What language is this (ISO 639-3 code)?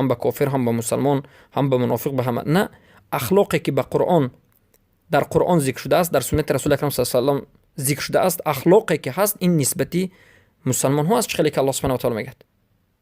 fas